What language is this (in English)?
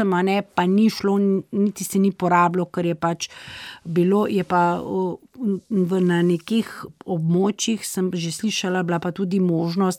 Slovenian